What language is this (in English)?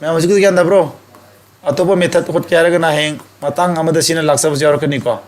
Manipuri